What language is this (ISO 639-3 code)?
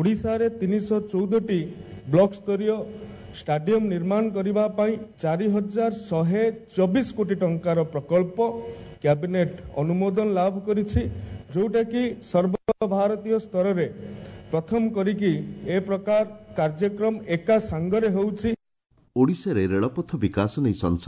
ori